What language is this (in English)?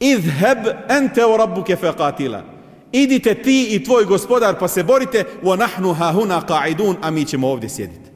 Bosnian